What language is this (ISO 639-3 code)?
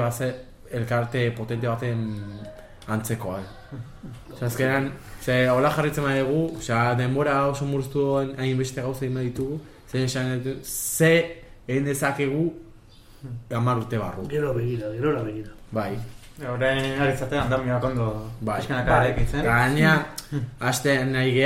eus